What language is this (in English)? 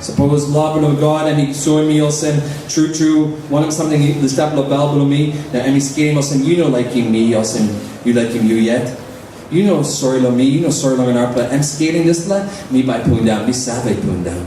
Tok Pisin